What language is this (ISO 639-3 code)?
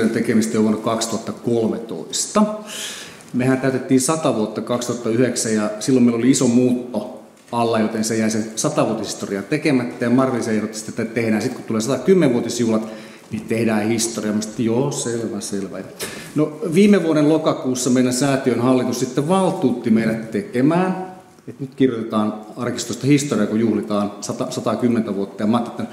fin